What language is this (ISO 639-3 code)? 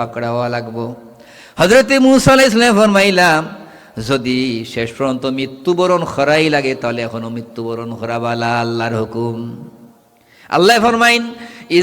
syl